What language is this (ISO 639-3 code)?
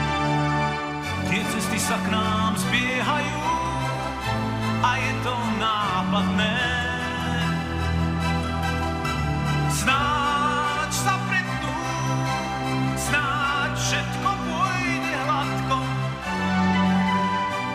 slk